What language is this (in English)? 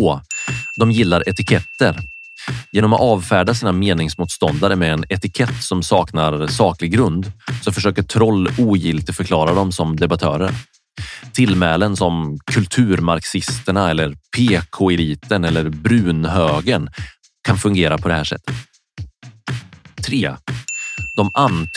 Swedish